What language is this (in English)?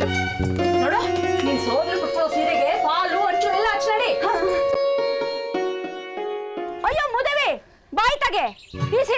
Kannada